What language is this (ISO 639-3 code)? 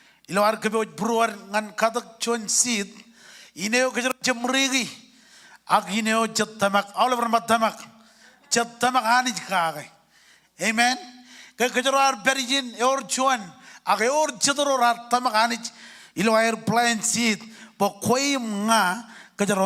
mah